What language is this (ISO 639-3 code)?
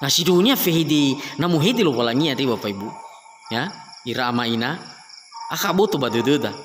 nia